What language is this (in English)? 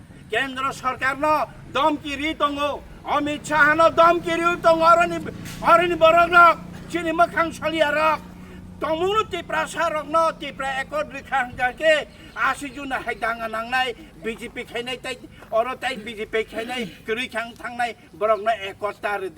Kok Borok